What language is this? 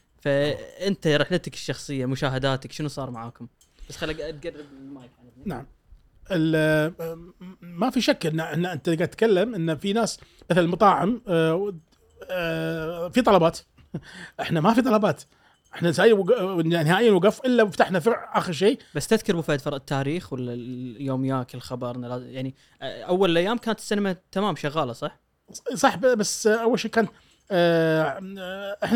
Gulf Arabic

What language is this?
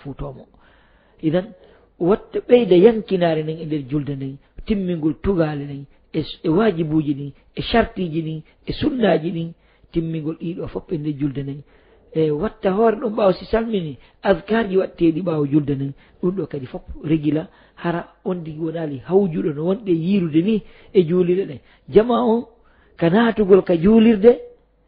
Fula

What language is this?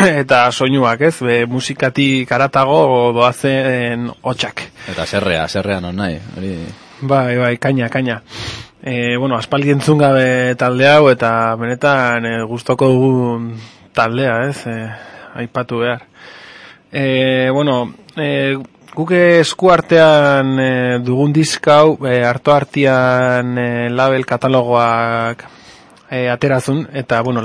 Basque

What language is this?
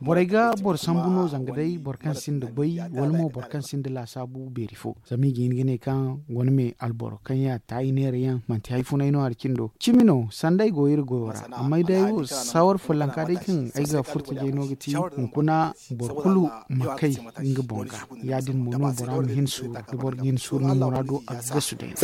Zarma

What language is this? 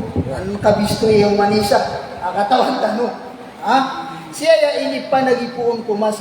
Maranao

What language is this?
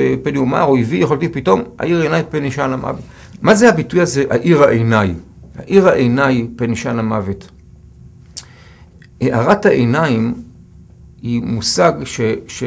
Hebrew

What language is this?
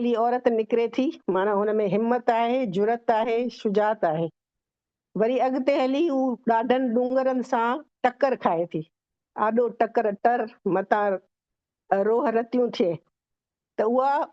Sindhi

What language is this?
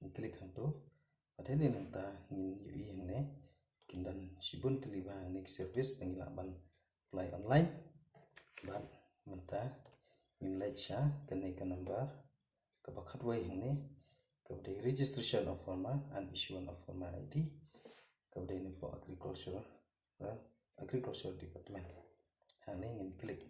Khasi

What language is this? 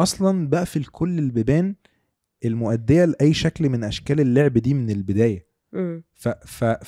Egyptian Arabic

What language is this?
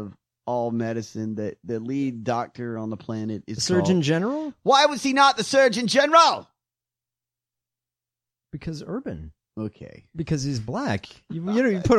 English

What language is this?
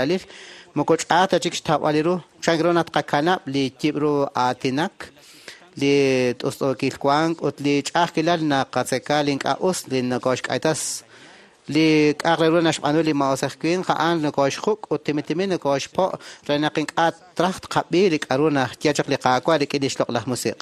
Kekchí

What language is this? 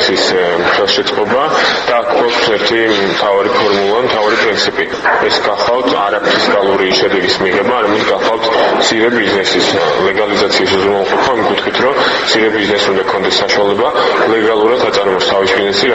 Georgian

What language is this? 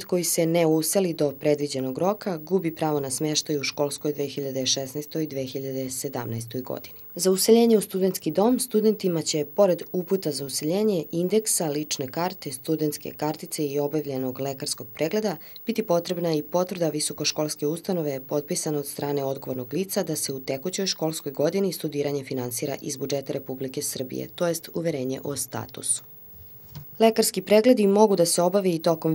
Serbian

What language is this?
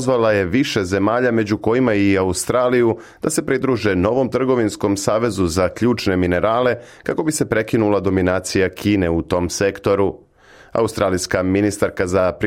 Serbian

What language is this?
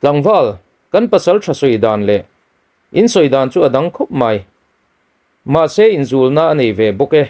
Mizo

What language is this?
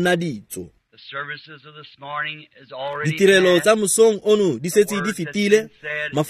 Tswana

